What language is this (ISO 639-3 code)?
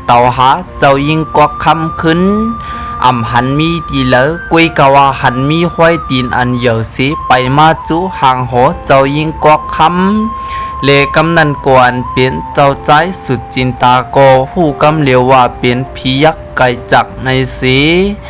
shn